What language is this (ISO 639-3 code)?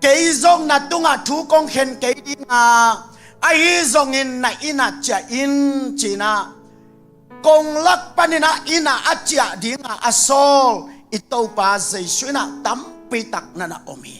ctd